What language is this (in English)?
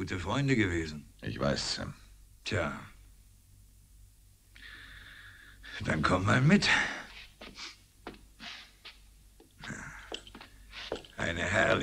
German